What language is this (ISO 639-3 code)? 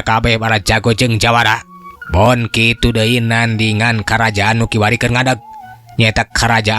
sun